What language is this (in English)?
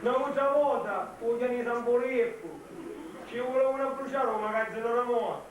Sicilian